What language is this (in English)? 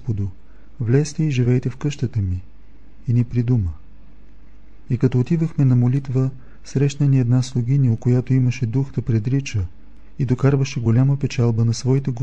Bulgarian